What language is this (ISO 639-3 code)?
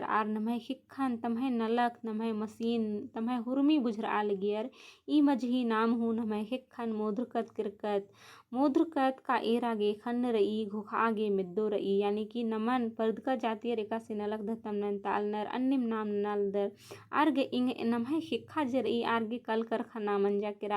kru